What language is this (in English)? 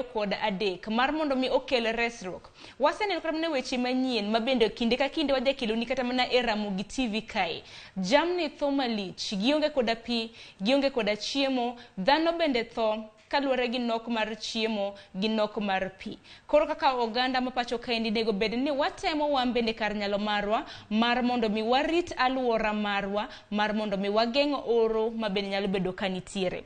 Luo (Kenya and Tanzania)